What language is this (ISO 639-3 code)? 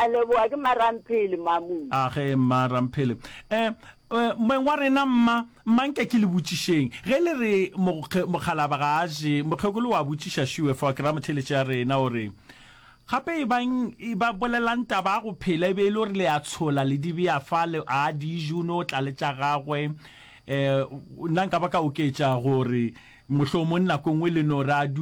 nso